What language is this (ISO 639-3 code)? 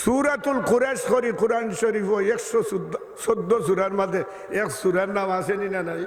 syl